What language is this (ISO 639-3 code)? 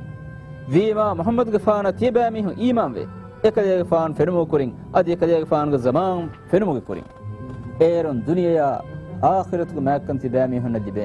div